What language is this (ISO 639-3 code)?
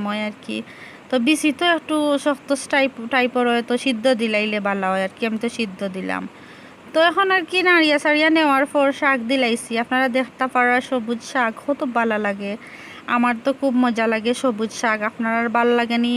syl